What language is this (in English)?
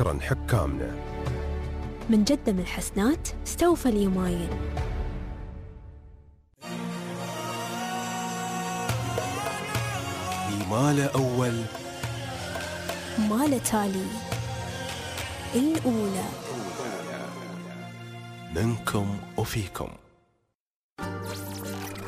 Gulf Arabic